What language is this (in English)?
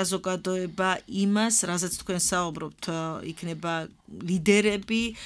Georgian